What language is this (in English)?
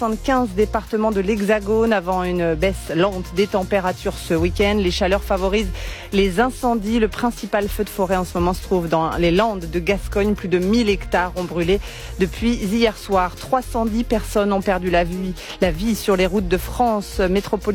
French